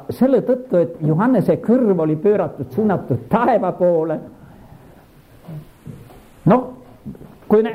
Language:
Estonian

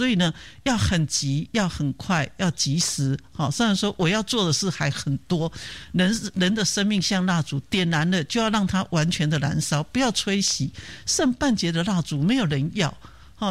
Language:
Chinese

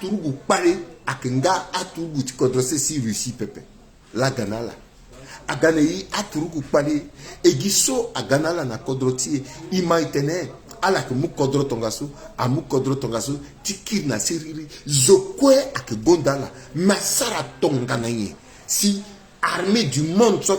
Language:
Sango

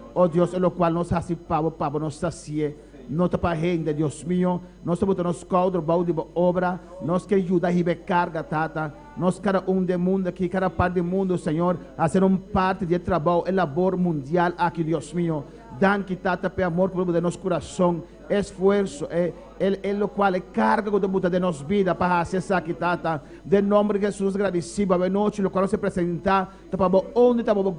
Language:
Papiamento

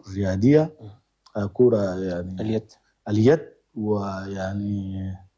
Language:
Chadian Arabic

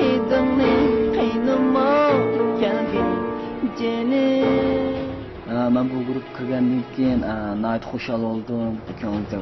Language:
Uyghur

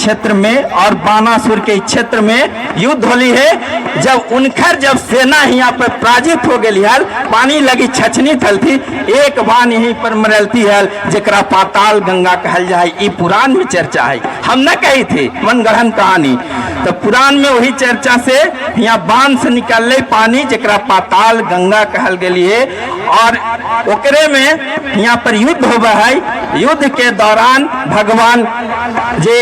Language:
Magahi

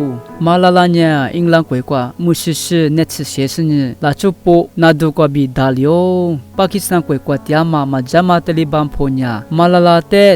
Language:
Lisu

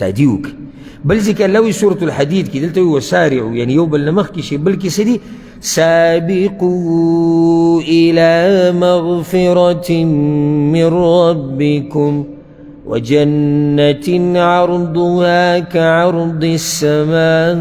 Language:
Pashto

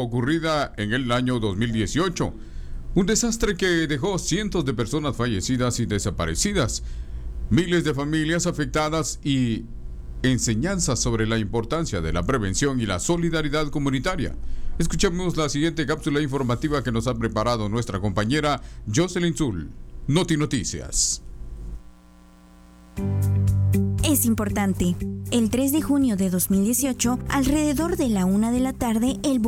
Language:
Spanish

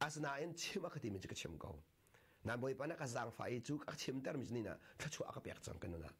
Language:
Hakha Chin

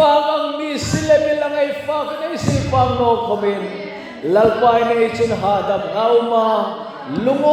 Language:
Hmar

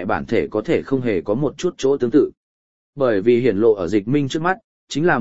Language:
Vietnamese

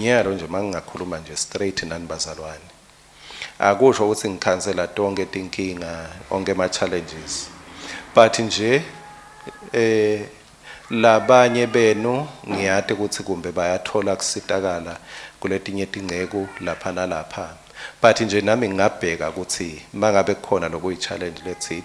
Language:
Swati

